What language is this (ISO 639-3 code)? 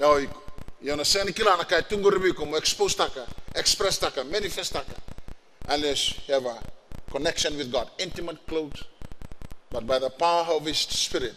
fij